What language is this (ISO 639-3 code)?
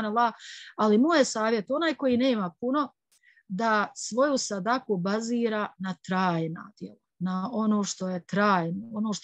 bos